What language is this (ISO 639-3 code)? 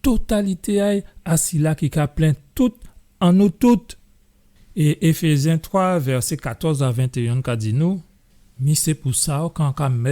gcf